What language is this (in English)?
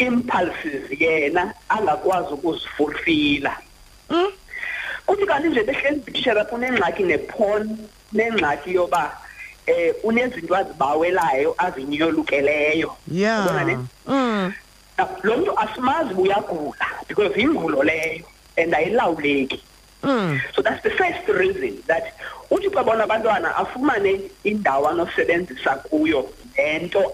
Xhosa